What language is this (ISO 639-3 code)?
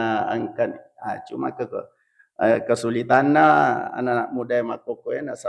bug